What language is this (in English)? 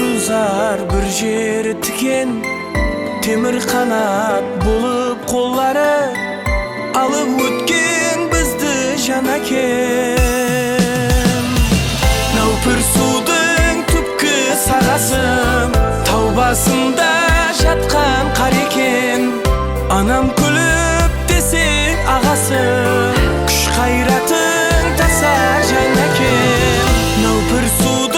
Kara-Kalpak